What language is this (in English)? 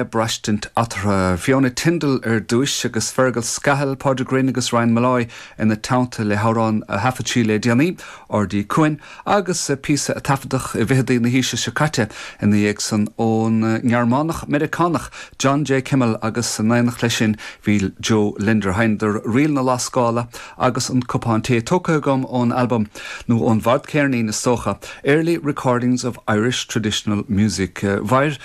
Irish